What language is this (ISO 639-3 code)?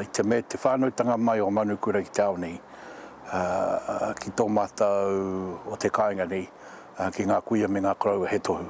mri